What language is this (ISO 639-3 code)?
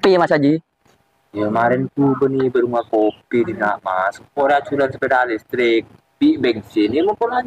mad